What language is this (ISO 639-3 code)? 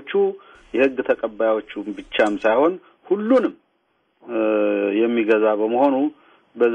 amh